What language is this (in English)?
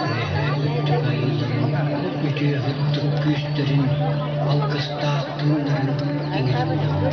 Yakut